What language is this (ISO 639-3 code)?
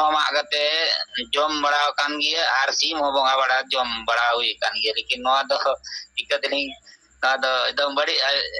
sat